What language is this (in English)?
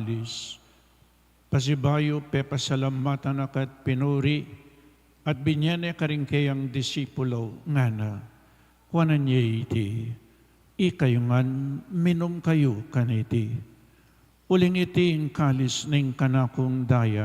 Pampanga